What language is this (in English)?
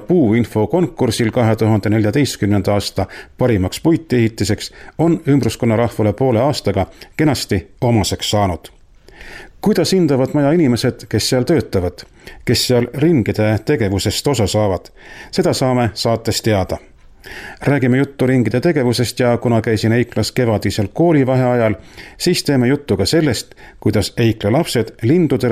Estonian